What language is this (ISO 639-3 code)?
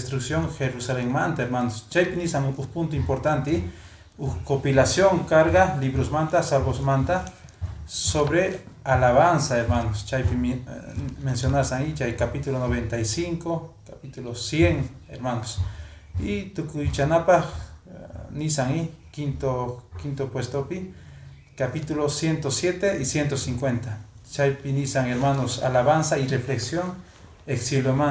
que